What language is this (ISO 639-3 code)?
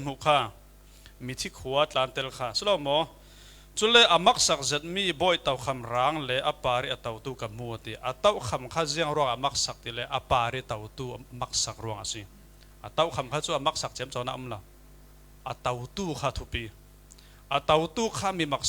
cfm